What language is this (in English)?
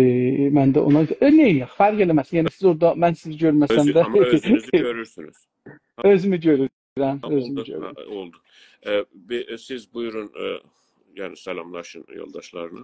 South Azerbaijani